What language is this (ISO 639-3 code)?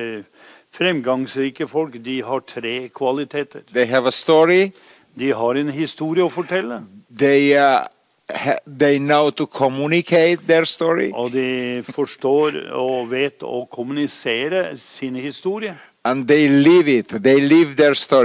nor